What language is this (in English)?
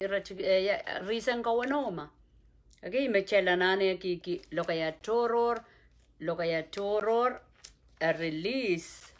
Pohnpeian